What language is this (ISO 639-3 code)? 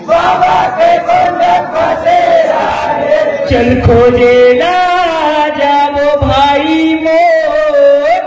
hne